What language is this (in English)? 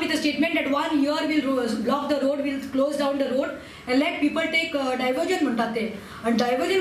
Konkani